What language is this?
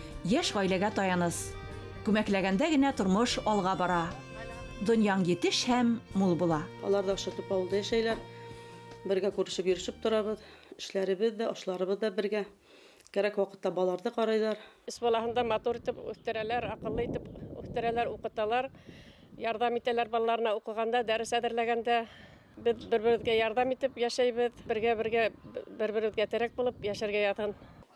Bashkir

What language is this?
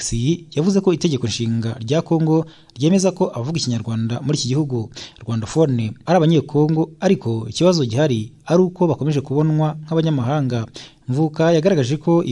Kinyarwanda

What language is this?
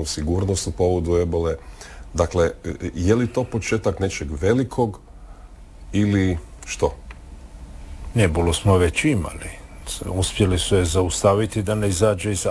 Croatian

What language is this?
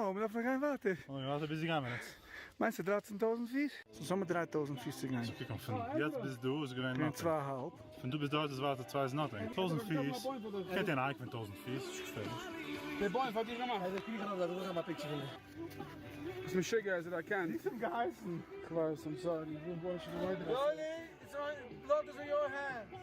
Yiddish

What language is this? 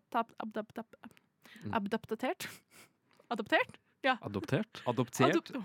Norwegian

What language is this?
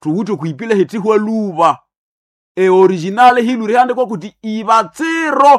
Nande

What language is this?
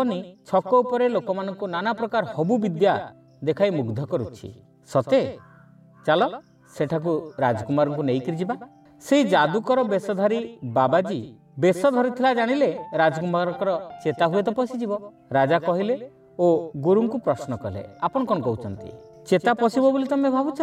Odia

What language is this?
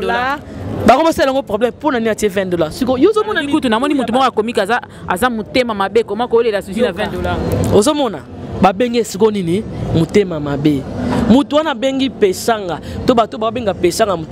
Lingala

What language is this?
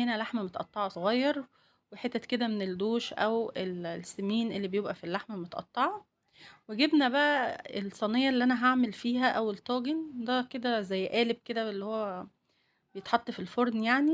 Egyptian Arabic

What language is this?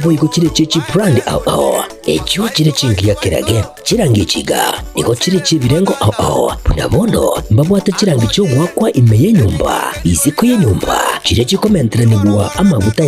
Gusii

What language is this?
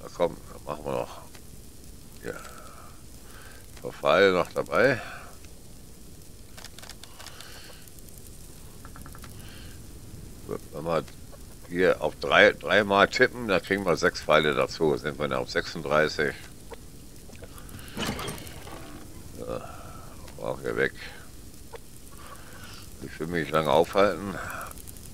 German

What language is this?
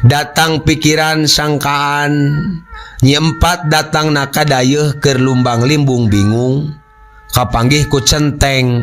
Sundanese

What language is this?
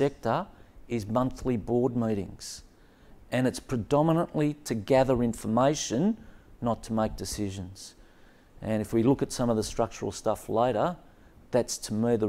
English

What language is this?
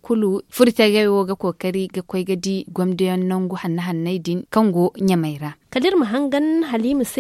Zarma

